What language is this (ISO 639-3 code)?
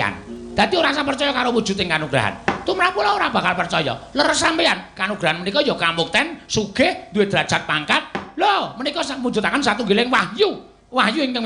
jav